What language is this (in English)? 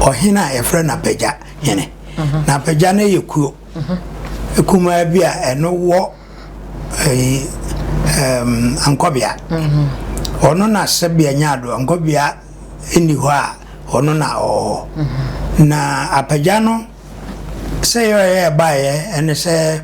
Akan